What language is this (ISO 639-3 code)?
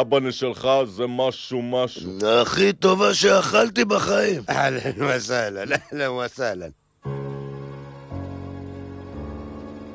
heb